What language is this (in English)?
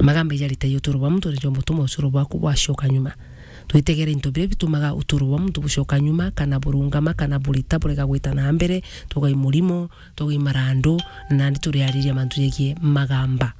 Meru